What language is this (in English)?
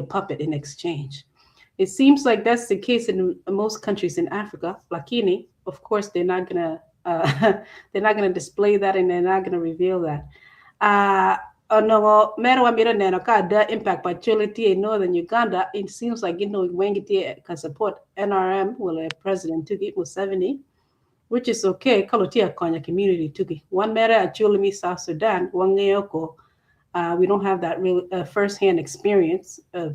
Acoli